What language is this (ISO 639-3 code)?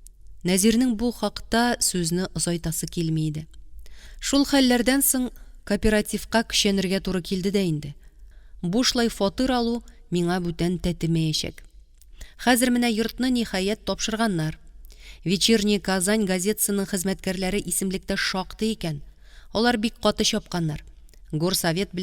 tat